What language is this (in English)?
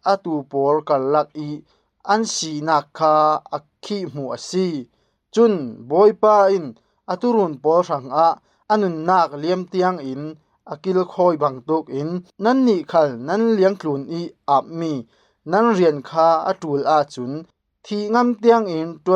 Falam Chin